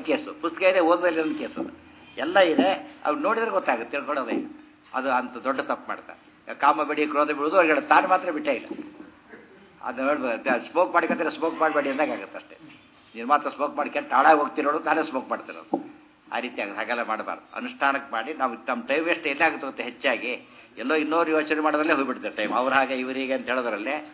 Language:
Kannada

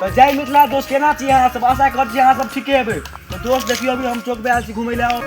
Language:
Maithili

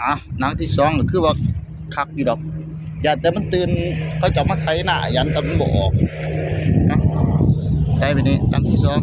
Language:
Northeastern Thai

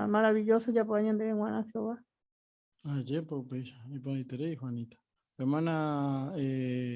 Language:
Guarani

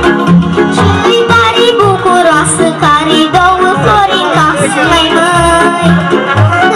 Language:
Romanian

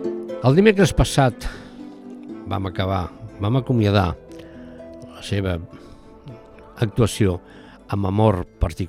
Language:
Catalan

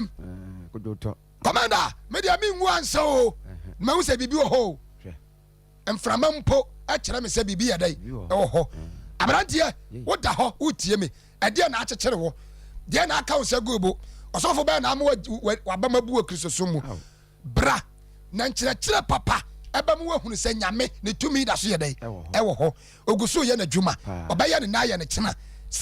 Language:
Akan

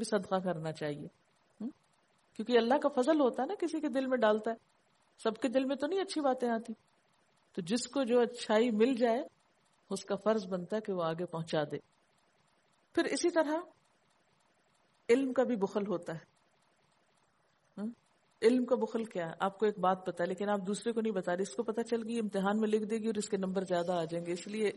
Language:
Urdu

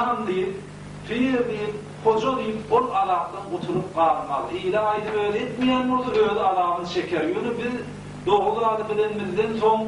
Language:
Turkmen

